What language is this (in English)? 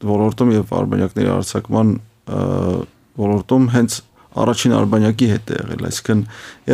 Armenian